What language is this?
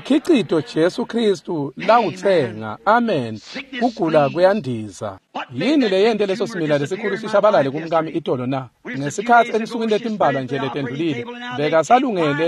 Swati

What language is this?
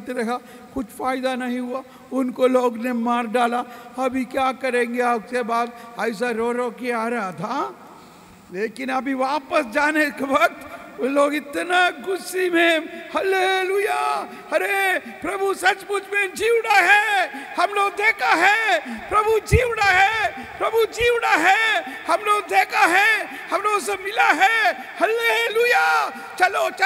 Hindi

